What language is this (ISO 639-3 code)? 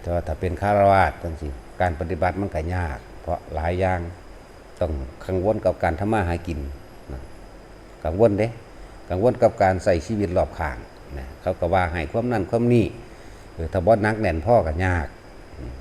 tts